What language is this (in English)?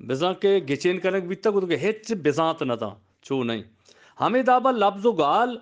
Eastern Balochi